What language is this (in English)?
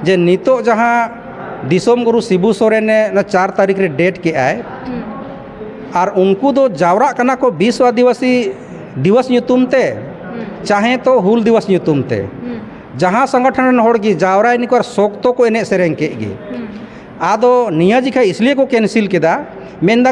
Santali